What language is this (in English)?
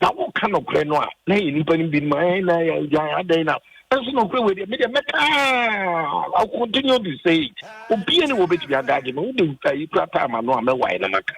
Akan